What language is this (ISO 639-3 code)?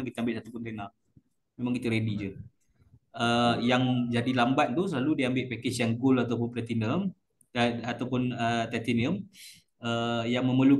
msa